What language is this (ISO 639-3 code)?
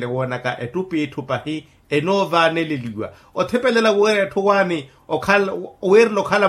vmw